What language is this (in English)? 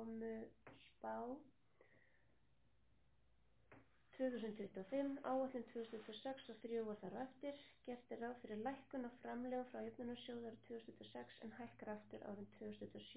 Icelandic